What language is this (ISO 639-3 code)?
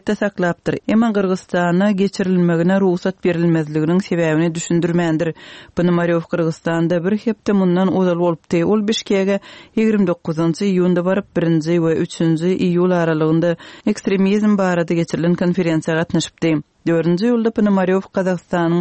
tuk